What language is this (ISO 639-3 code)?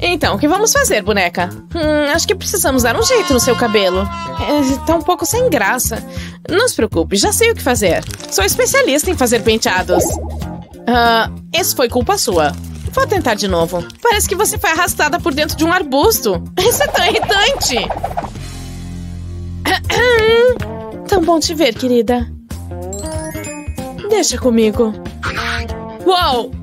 por